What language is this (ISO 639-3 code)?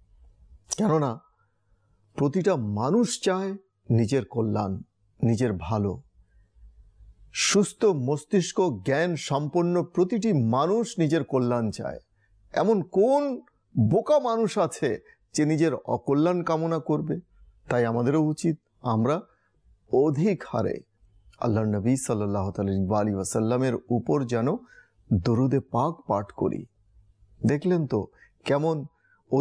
ben